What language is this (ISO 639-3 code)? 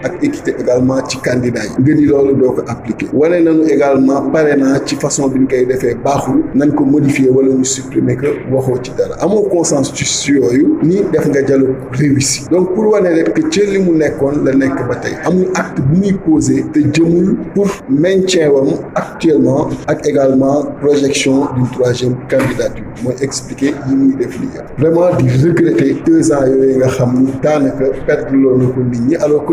wol